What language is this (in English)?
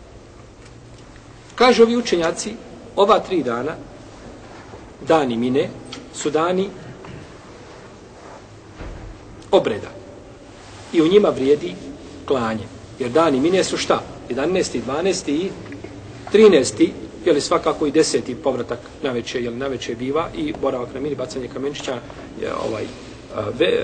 Bosnian